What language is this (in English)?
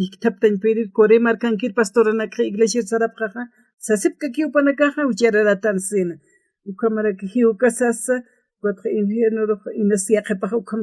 Aymara